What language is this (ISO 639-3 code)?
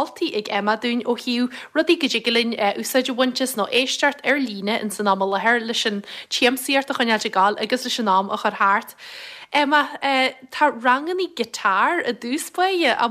gle